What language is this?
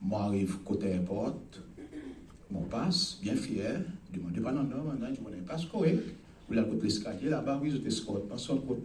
Seselwa Creole French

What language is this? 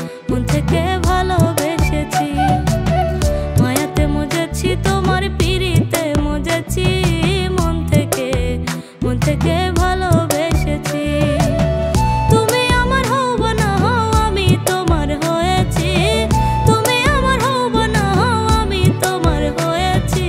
Bangla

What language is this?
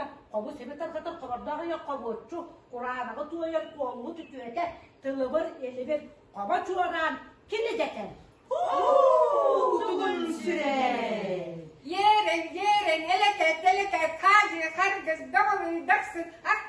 Yakut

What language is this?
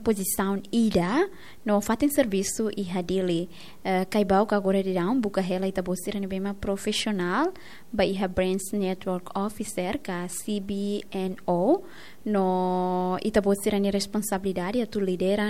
Tetum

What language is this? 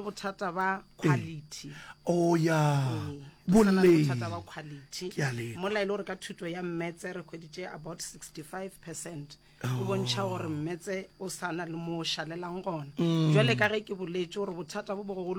Northern Sotho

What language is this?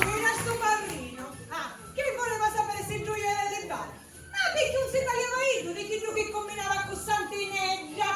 Sicilian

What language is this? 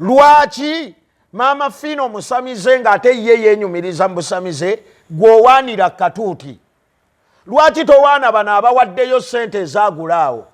Ganda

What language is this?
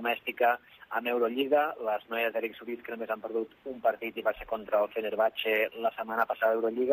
Catalan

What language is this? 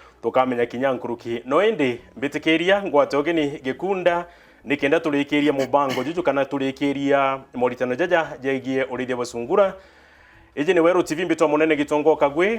Meru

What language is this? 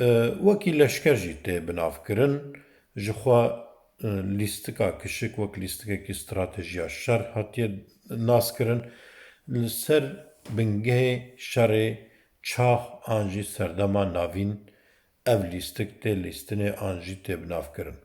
Kurdish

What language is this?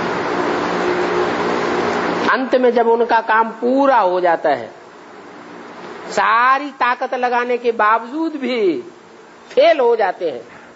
Hindi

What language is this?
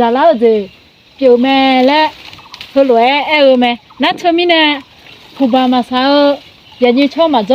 Akha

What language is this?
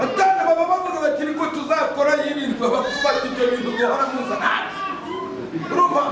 Kinyarwanda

